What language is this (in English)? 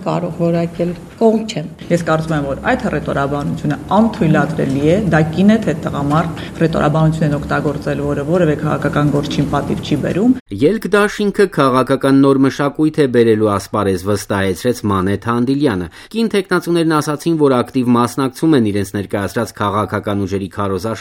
Armenian